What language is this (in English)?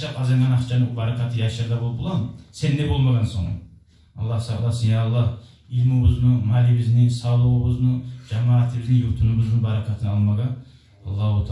Kumyk